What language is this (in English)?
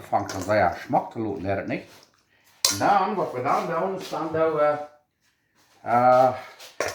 Plautdietsch